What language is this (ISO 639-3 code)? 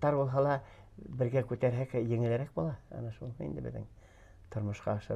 bak